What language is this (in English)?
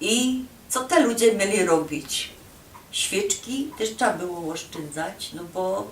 Silesian